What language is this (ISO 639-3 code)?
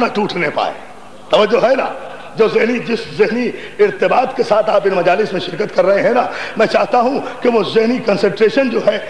urd